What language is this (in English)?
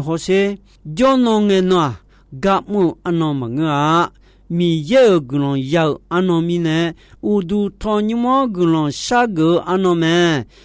Akha